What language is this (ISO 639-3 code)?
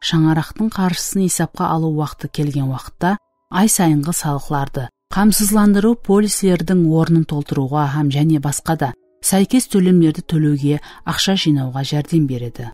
kaa